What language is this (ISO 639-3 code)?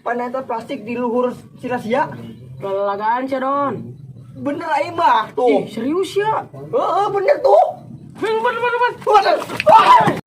sun